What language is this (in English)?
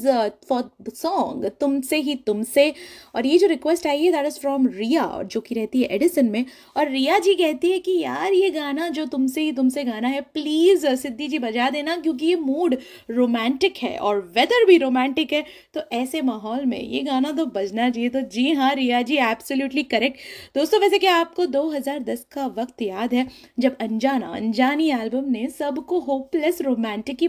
Hindi